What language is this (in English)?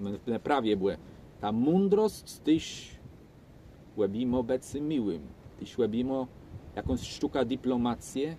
Kashubian